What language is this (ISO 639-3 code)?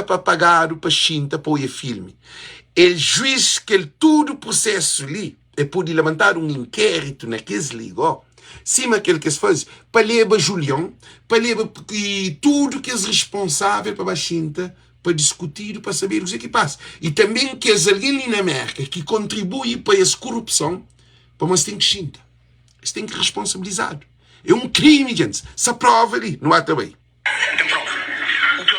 kea